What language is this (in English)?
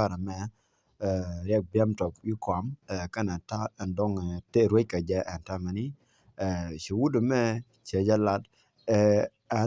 Nuer